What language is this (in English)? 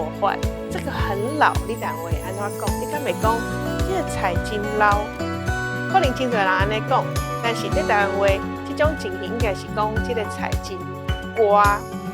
Min Nan Chinese